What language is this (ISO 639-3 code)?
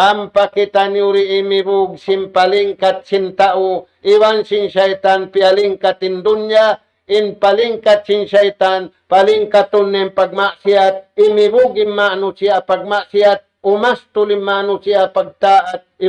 tsg